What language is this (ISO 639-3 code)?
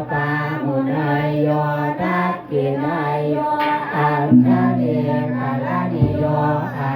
pli